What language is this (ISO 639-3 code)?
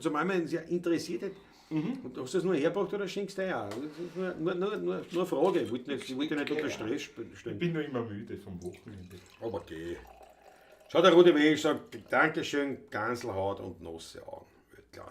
bar